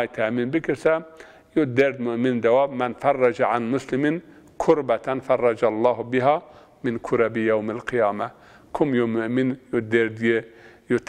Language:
Zaza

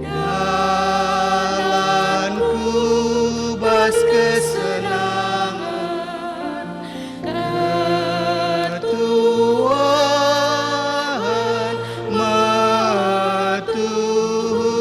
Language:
Batak Karo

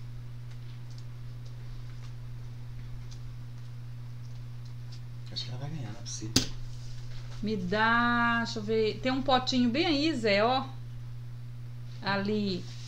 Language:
Portuguese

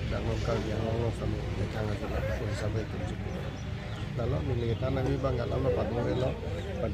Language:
Karbi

